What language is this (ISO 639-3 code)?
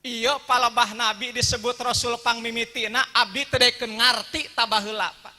sun